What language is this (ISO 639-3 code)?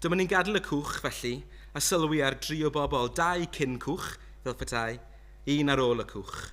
cym